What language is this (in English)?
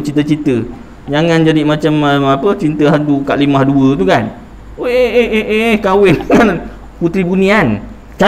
Malay